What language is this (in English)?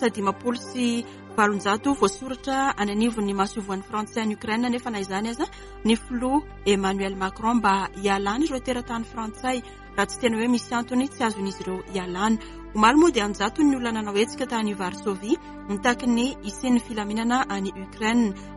Malagasy